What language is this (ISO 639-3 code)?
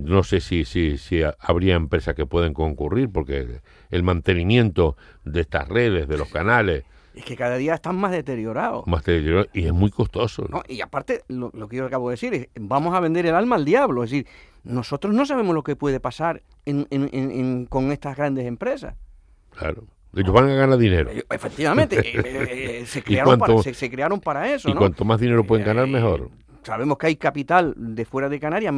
spa